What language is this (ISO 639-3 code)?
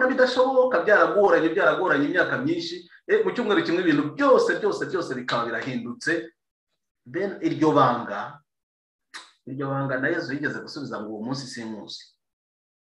kin